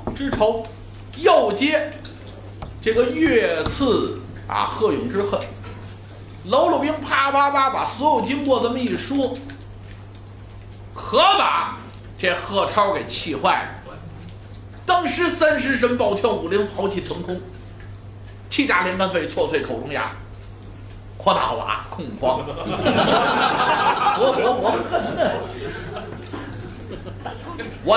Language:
Chinese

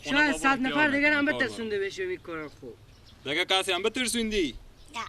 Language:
Persian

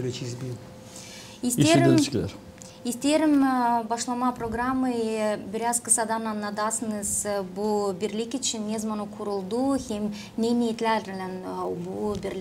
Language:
Gagauz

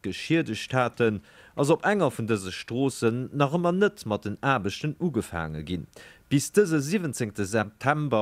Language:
Luxembourgish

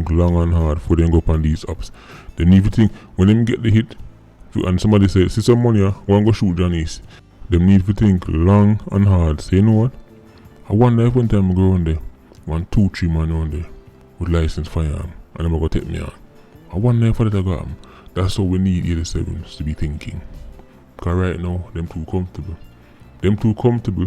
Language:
Jamaican Creole English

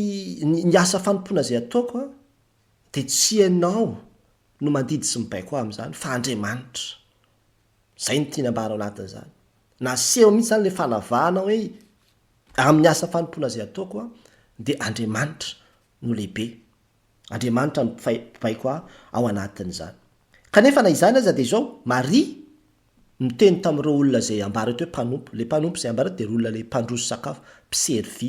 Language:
Malagasy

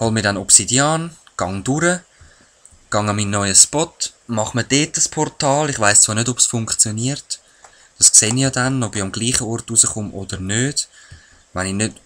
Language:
Swiss German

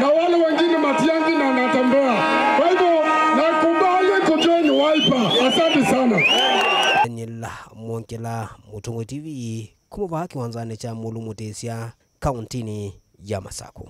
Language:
Kamba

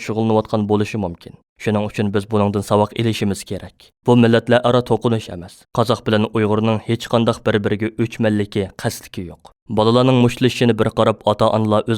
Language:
Uyghur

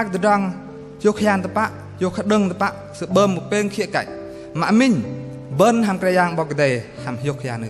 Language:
Bahnar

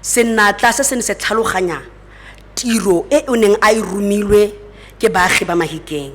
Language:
Tswana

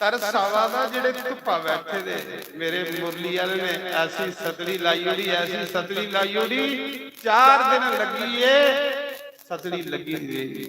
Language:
Dogri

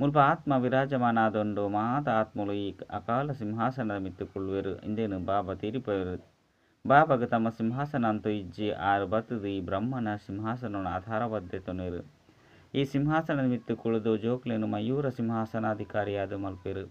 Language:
Tulu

